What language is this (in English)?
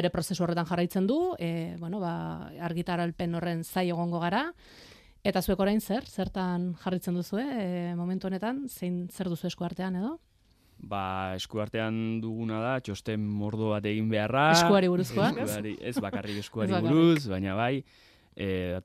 Basque